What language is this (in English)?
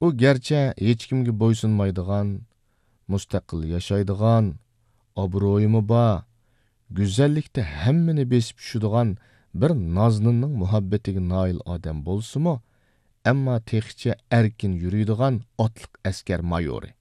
Uyghur